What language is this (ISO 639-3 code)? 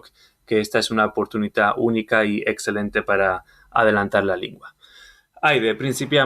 lad